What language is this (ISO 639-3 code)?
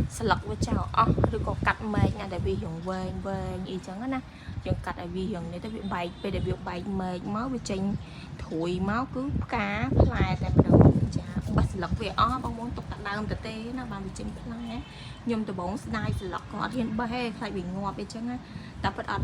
khm